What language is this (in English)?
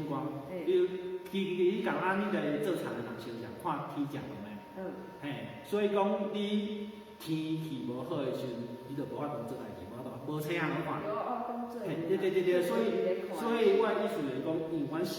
Min Nan Chinese